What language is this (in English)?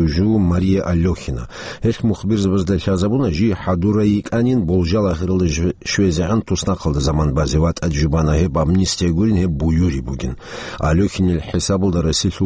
Avaric